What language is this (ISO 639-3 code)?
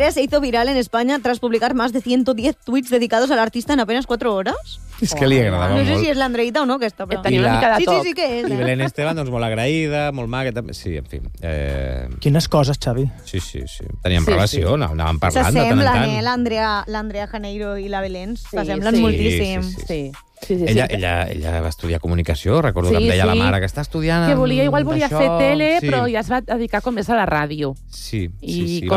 cat